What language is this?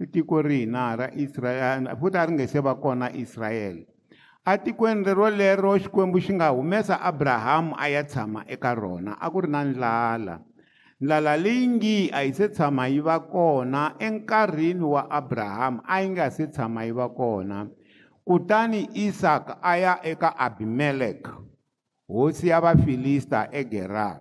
Tsonga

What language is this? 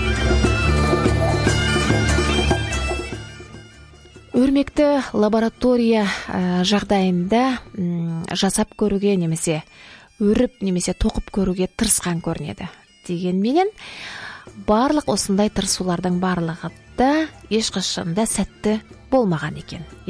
Kazakh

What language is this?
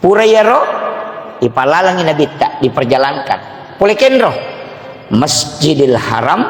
Buginese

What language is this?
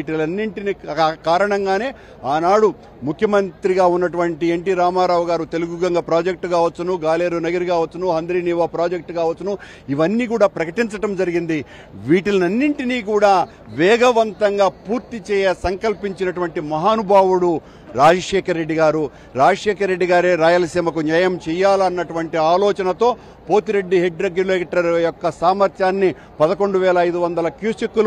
Telugu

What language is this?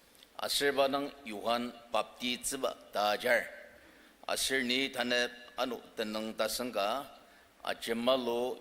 Ao Naga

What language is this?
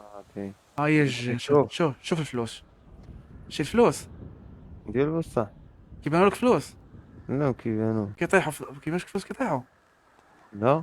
Moroccan Arabic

